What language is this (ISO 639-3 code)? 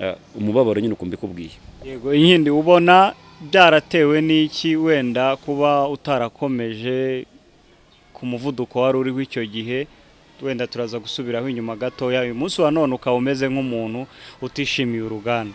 kin